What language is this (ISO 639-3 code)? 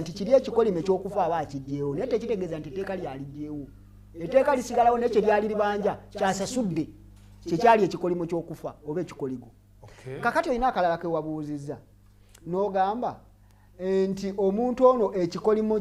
lug